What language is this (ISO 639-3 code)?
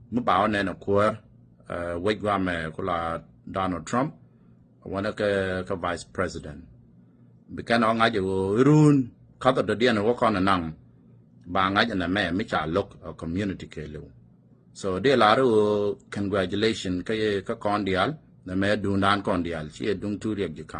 nus